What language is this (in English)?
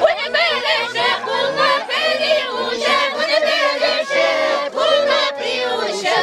Chuvash